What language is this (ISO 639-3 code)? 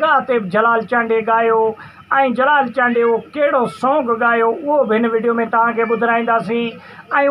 snd